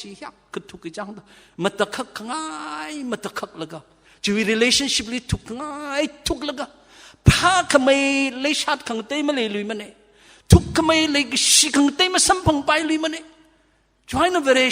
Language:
Tangkhul Naga (India)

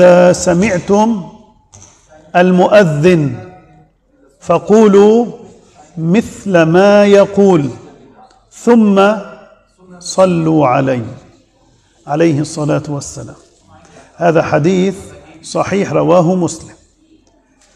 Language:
Arabic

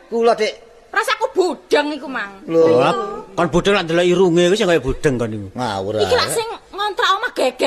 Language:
Javanese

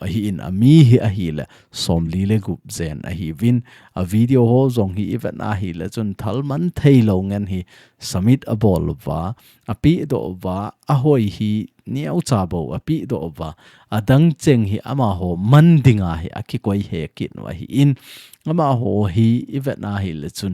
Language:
Thado Chin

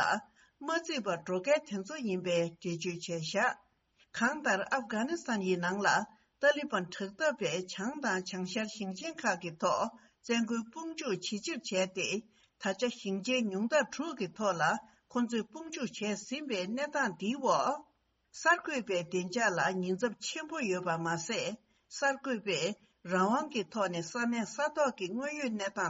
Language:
Tibetan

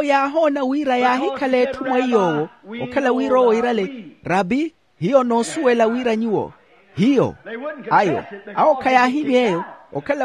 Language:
Makhuwa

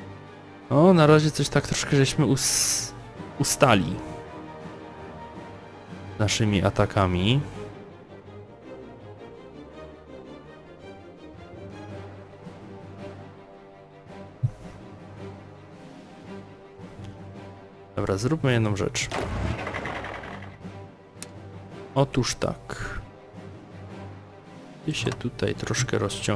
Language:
Polish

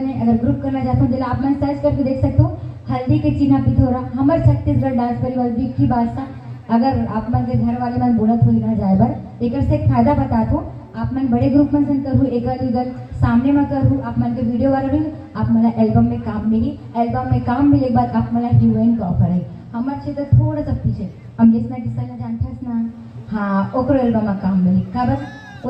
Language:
Chhattisgarhi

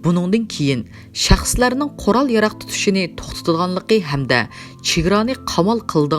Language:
Uyghur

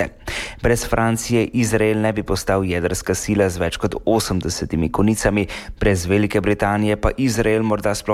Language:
Slovenian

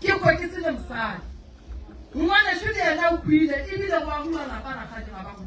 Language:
Northern Sotho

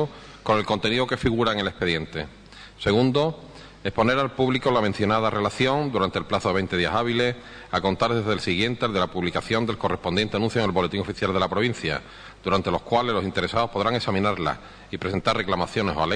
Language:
Spanish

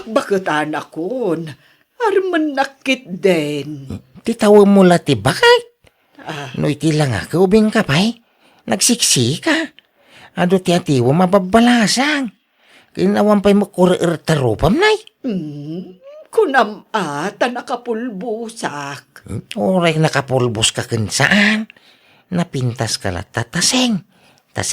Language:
Iloko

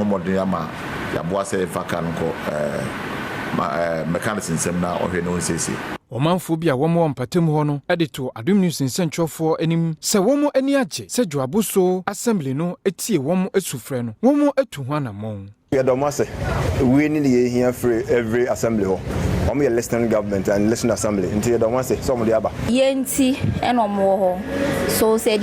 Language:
Akan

